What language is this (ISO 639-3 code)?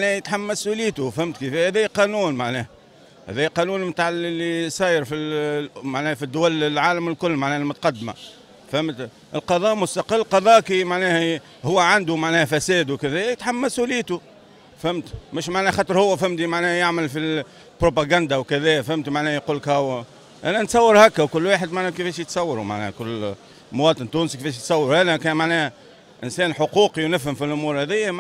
aeb